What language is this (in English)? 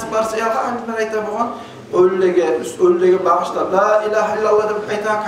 Kumyk